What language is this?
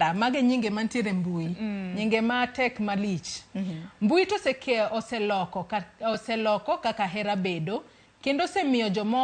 Luo (Kenya and Tanzania)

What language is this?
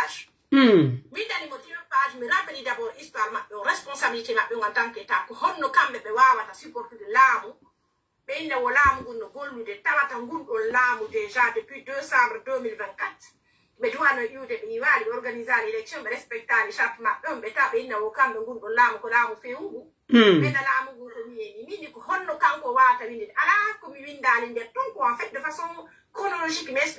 Pular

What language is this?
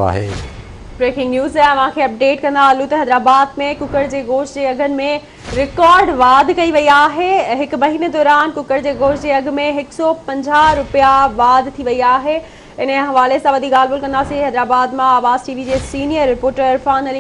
Sindhi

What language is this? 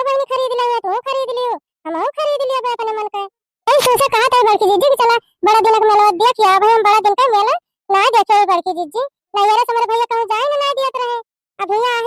Awadhi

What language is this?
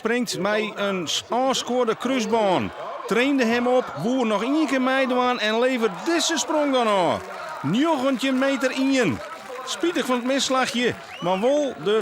Western Frisian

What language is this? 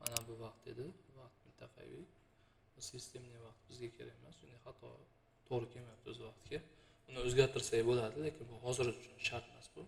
Uzbek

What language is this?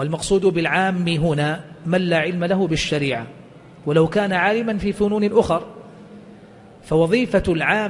Arabic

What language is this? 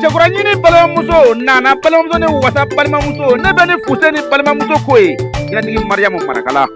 Bambara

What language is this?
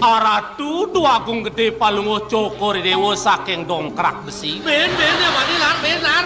Balinese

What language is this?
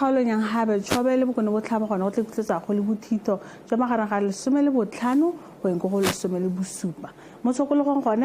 Tswana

